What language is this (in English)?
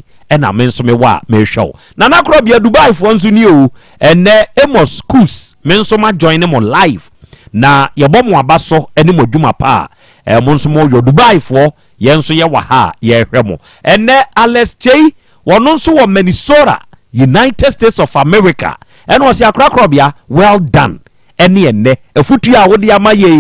Akan